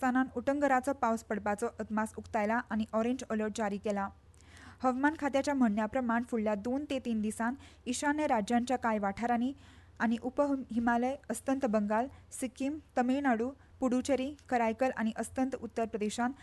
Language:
Konkani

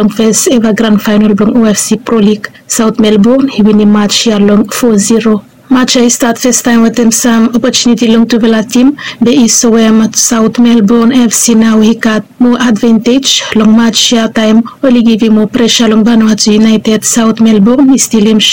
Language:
Bislama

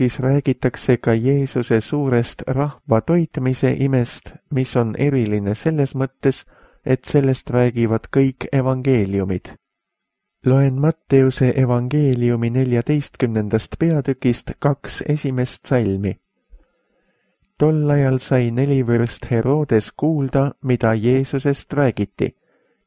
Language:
Estonian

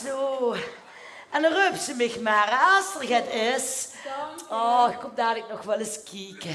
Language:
Limburgish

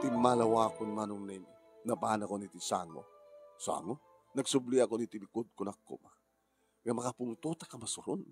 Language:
Iloko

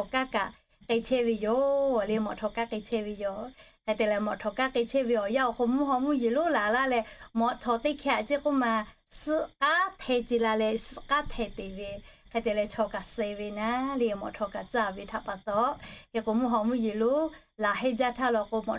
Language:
Lahu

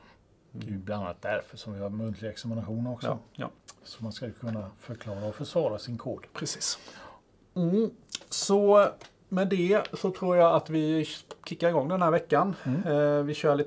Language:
Swedish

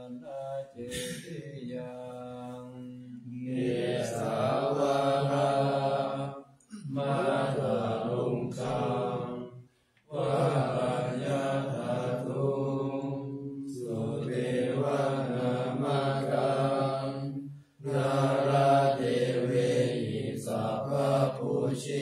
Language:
Pali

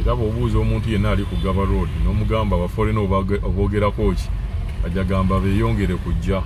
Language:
Ganda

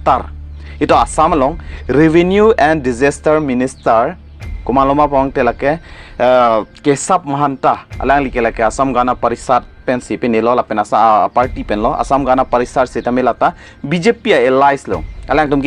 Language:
Karbi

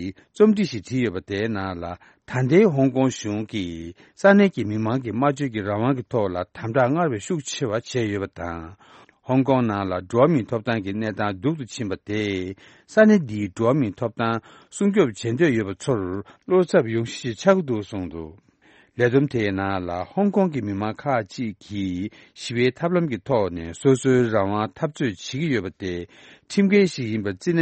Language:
Tibetan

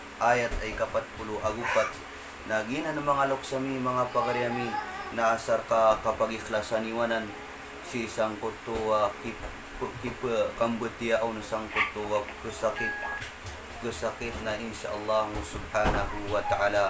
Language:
Maranao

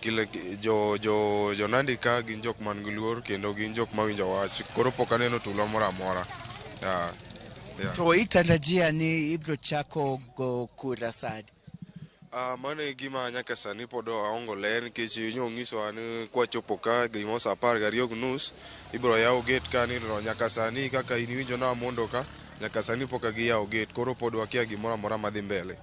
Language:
Luo (Kenya and Tanzania)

